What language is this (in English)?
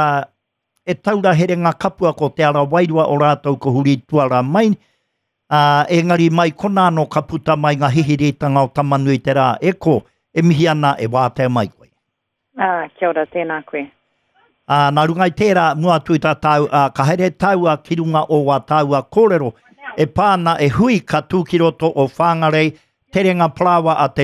Māori